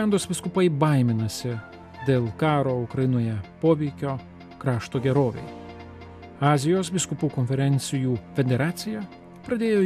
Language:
Lithuanian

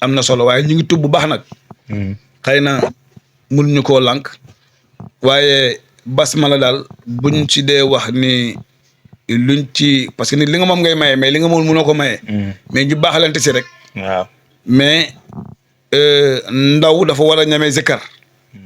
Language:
Wolof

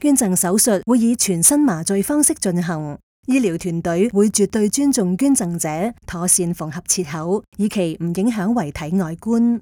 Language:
Cantonese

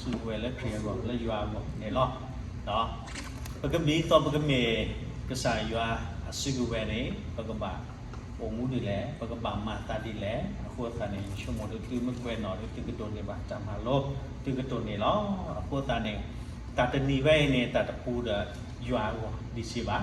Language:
S'gaw Karen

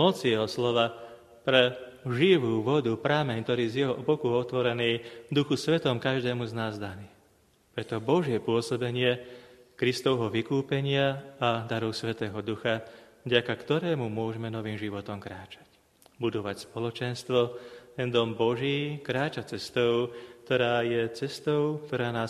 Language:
Slovak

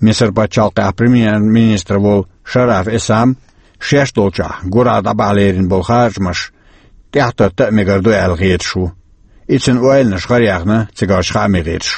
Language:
Chechen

